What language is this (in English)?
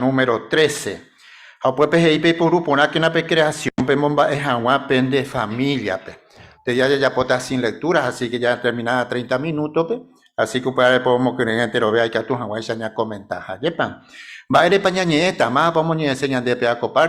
Guarani